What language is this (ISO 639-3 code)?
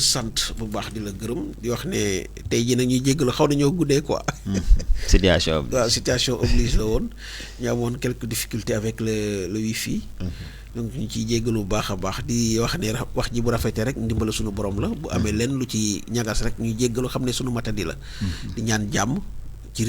wol